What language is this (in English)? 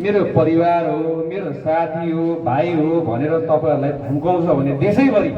Nepali